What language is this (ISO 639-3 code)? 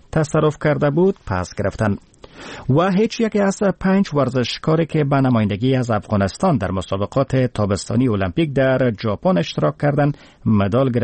fas